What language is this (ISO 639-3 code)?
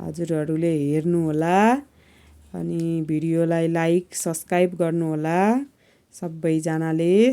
nep